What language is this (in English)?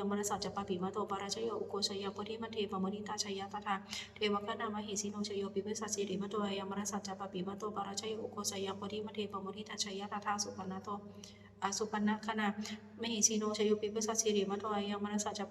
Pali